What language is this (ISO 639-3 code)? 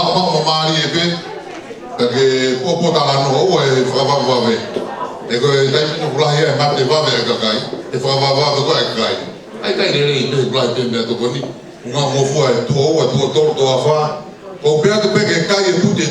ton